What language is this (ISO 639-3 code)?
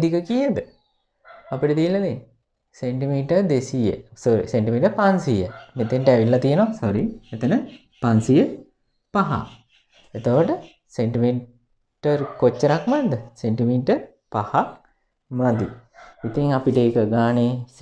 sin